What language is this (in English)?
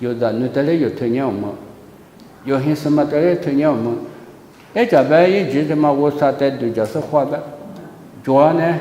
Lisu